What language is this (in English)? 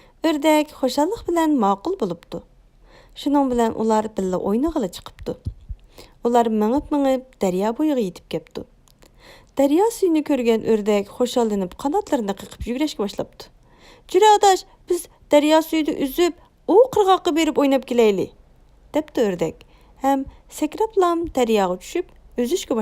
Uyghur